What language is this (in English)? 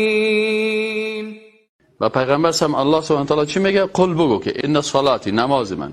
Persian